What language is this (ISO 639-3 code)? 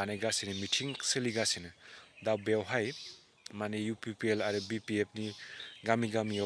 brx